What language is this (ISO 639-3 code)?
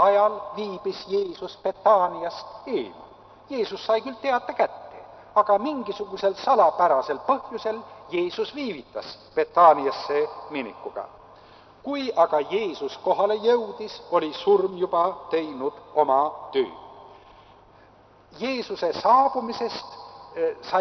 est